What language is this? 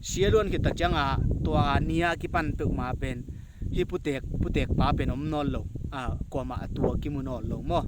Tedim Chin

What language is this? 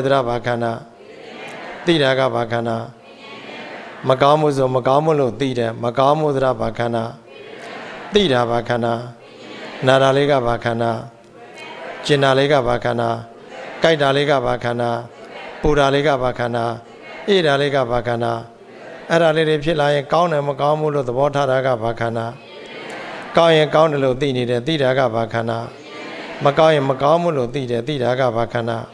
Burmese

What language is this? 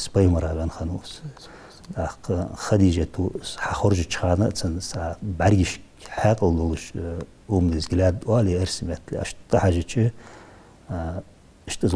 Ingush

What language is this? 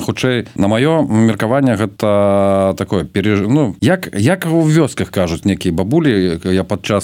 Belarusian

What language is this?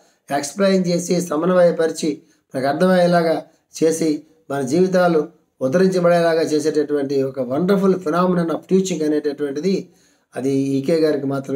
Telugu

